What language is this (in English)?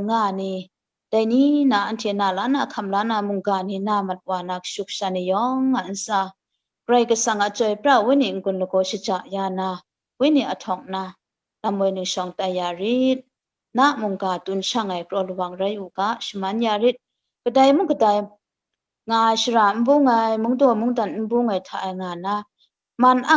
Kachin